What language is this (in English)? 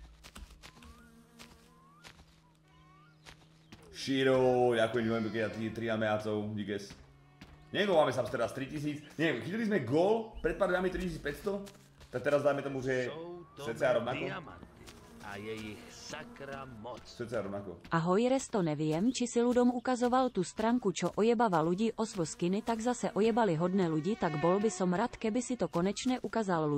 Slovak